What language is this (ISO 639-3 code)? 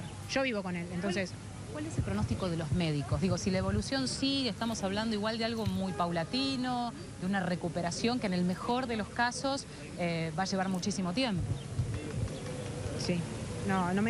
spa